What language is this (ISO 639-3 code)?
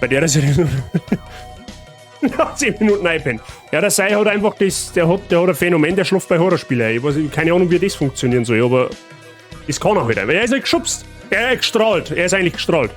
bar